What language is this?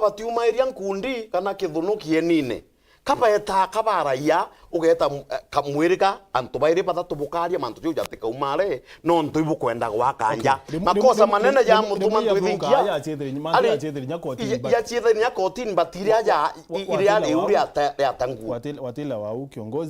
Meru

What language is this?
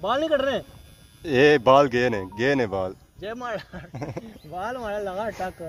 Pahari-Potwari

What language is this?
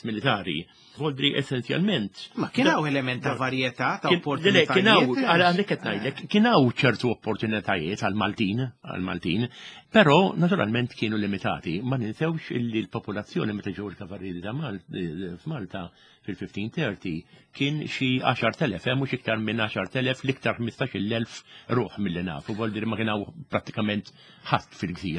Maltese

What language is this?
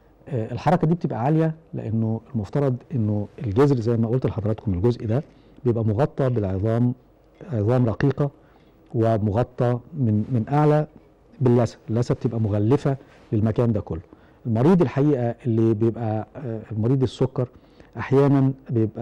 Egyptian Arabic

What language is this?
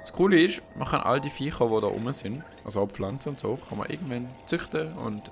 Swiss German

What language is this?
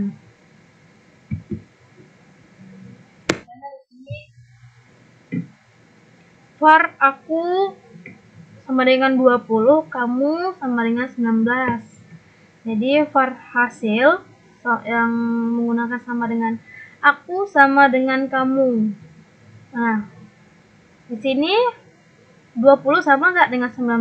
Indonesian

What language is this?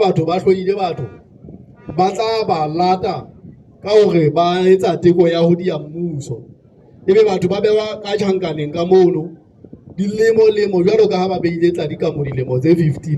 Southern Sotho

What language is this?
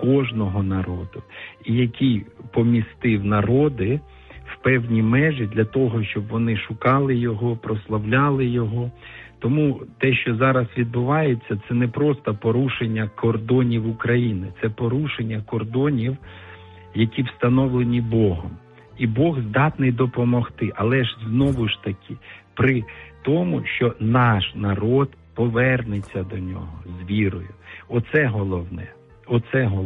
Ukrainian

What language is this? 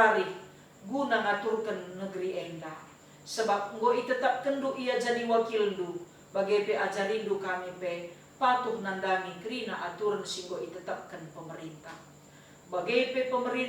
Batak Karo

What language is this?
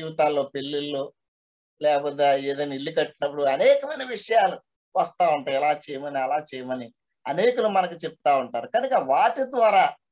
Telugu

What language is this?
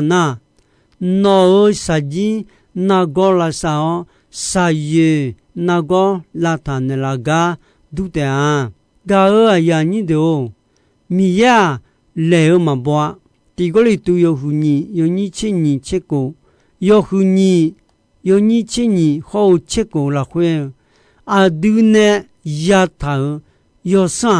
Akha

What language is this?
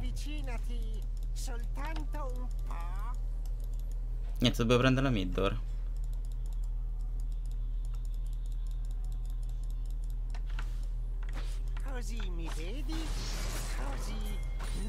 Italian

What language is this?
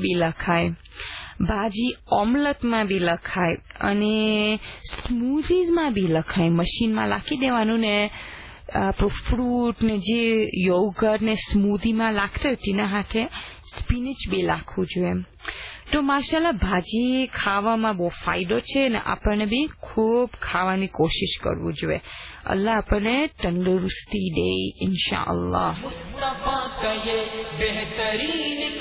Gujarati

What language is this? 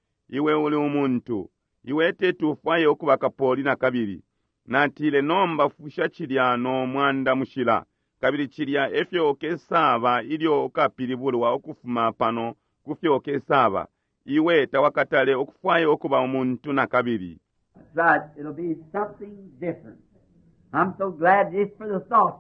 Bemba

